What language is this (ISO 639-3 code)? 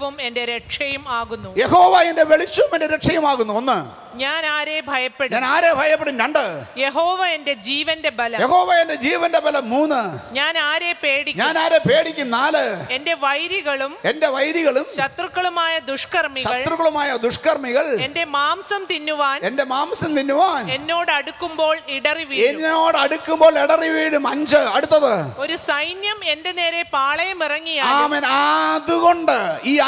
mal